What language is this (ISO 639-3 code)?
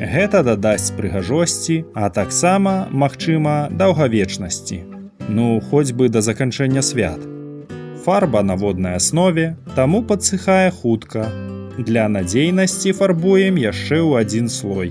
bel